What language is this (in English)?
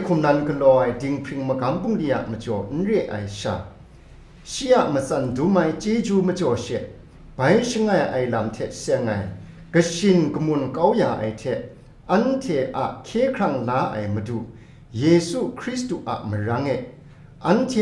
Kachin